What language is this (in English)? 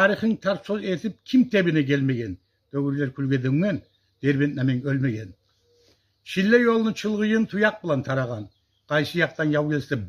Kumyk